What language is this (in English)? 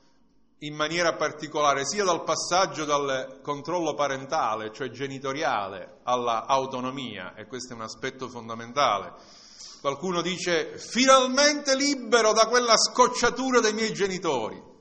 Italian